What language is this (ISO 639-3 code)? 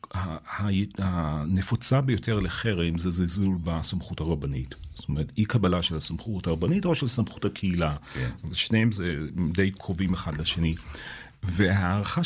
heb